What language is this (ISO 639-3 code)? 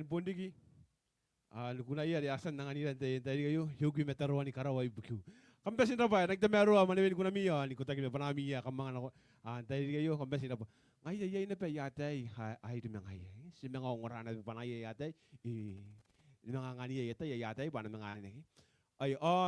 gil